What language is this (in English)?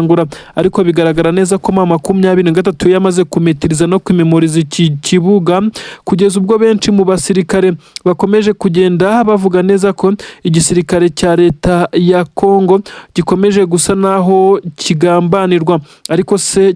Kinyarwanda